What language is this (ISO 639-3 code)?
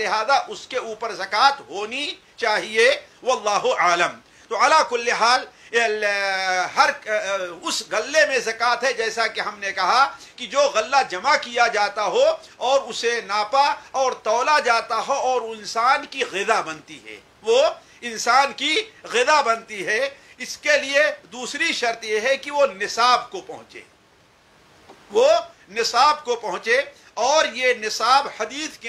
urd